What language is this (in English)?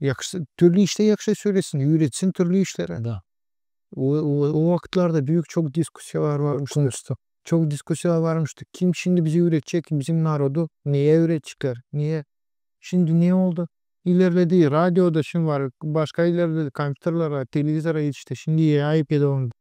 Gagauz